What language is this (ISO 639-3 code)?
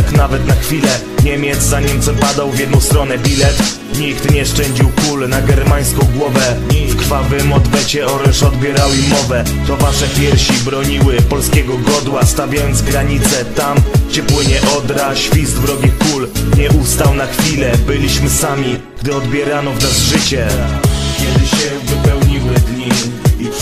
pol